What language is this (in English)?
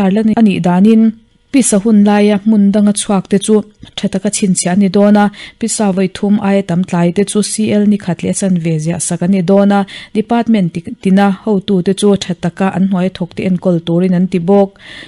Mizo